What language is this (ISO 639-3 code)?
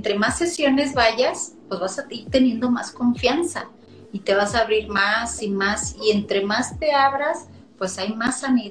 spa